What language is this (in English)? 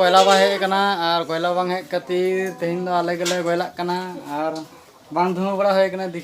Santali